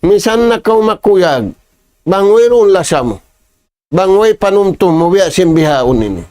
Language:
Tausug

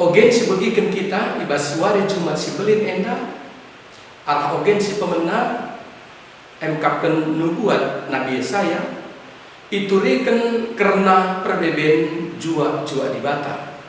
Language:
Batak Karo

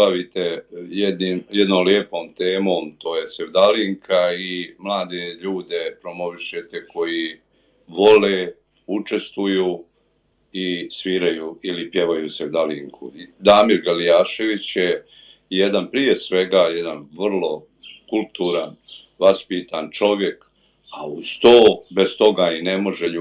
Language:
Bosnian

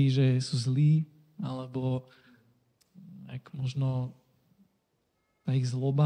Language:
Slovak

